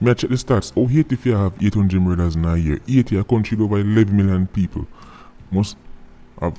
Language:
Jamaican Creole English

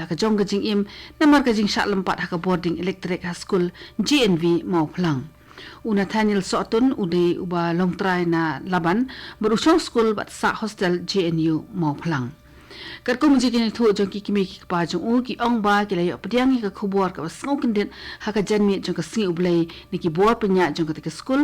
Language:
Khasi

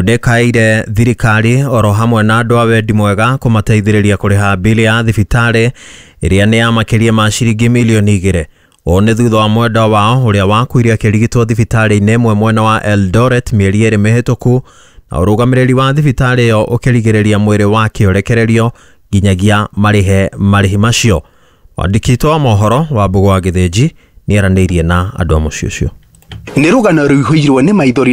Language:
Kikuyu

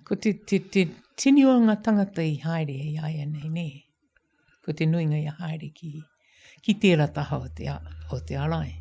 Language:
Māori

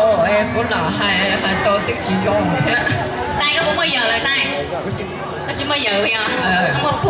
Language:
Hmong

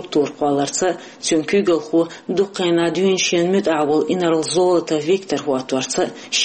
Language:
Chechen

